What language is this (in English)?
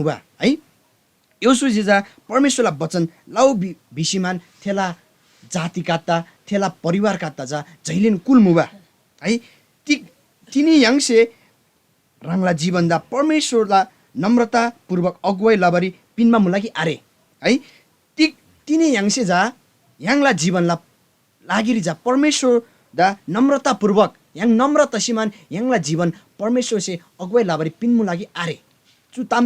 Eastern Tamang